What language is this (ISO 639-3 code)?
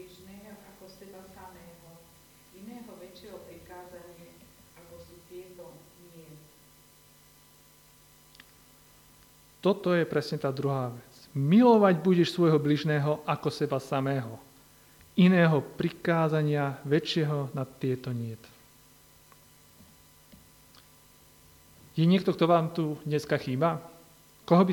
slk